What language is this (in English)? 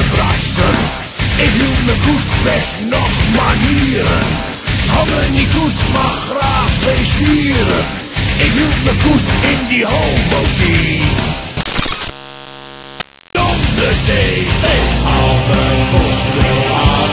Dutch